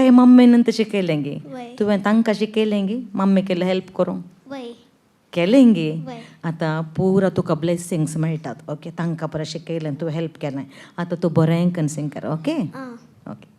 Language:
Konkani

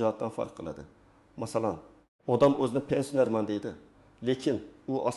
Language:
Uzbek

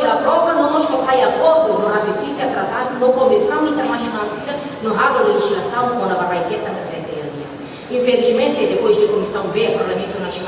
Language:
Tetum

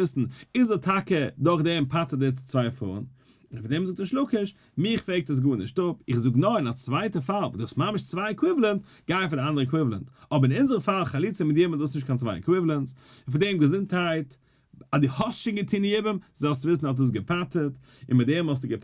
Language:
Yiddish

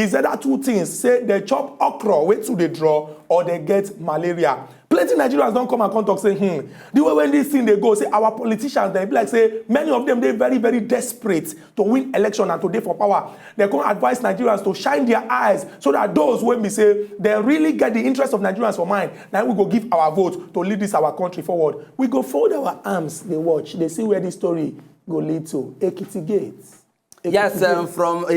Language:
Nigerian Pidgin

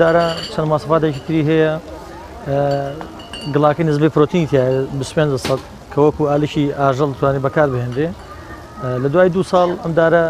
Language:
Central Kurdish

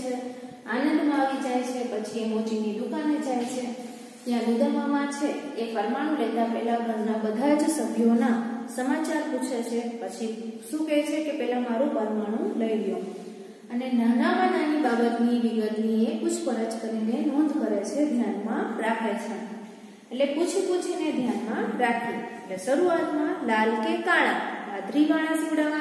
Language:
Gujarati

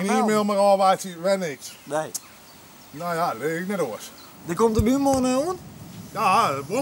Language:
Western Frisian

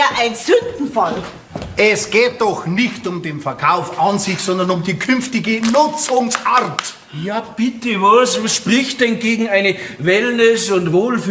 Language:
Bavarian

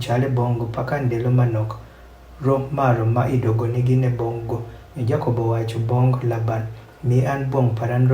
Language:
Adhola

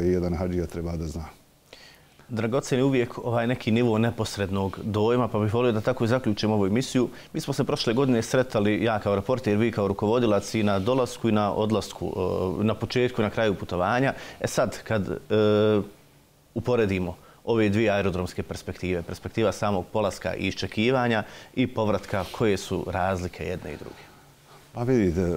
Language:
Bosnian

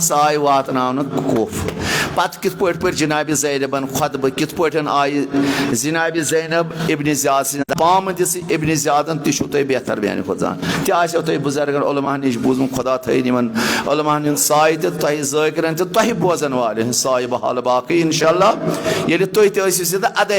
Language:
Kashmiri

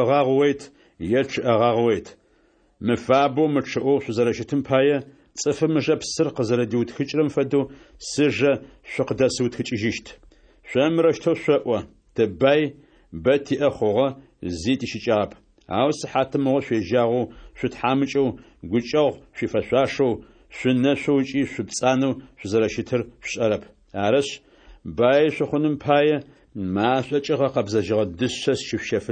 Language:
Adyghe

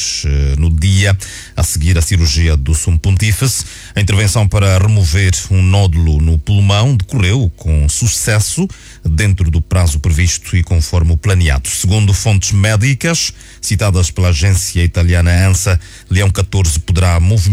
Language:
Portuguese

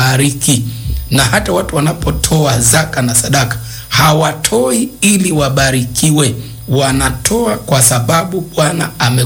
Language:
Swahili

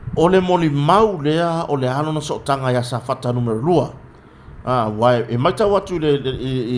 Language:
Samoan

